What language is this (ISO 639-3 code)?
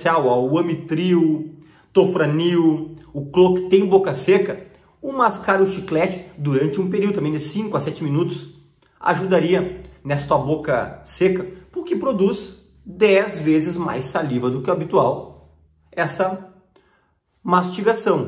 por